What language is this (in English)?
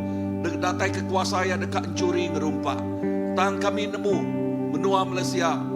Iban